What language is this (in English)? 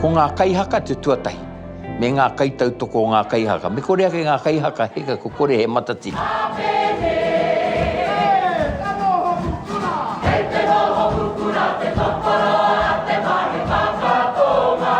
Māori